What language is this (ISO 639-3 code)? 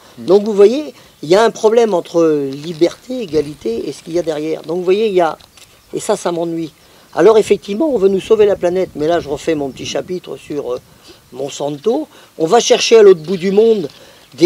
fra